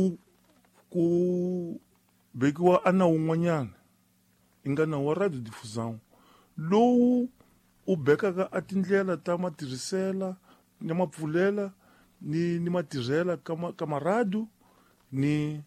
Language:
Tsonga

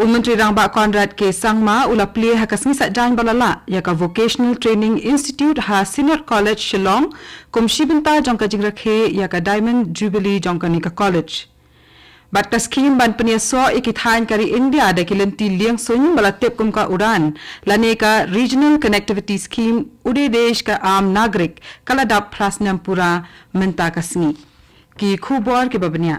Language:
Khasi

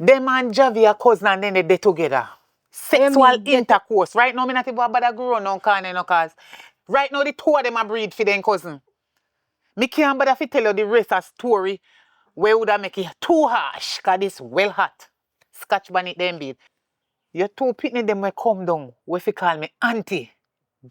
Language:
Jamaican Creole English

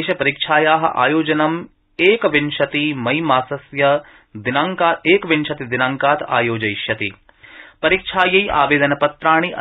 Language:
Sanskrit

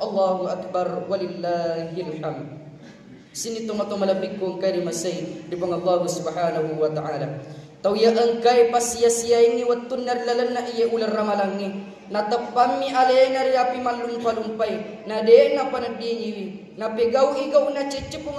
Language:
Buginese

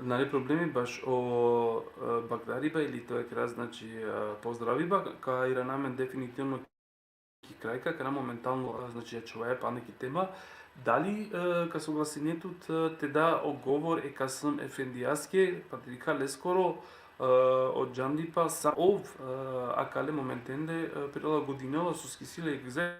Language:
Balkan Romani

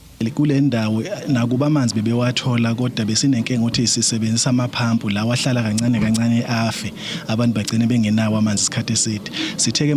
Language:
Zulu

